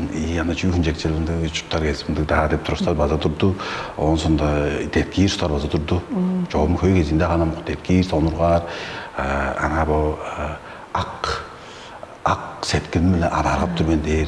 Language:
Tuvinian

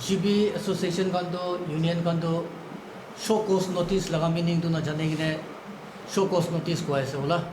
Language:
Naga Pidgin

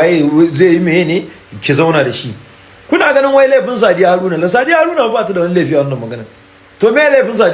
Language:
Hausa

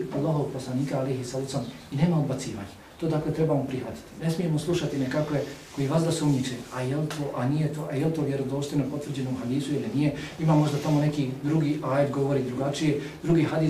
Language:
Bosnian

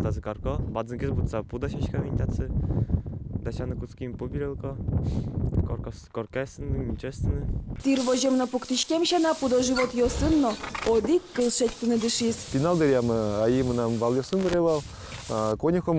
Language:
Udmurt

